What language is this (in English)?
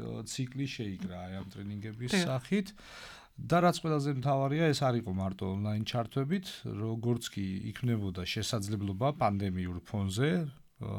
Georgian